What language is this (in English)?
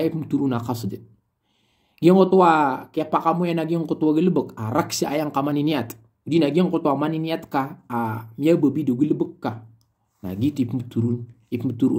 Maranao